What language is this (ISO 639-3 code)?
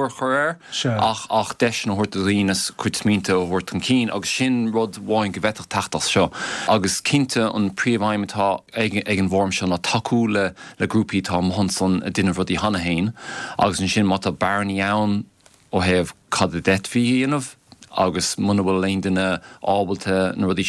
gle